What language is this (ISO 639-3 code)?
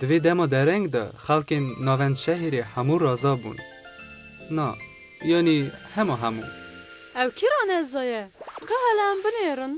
kur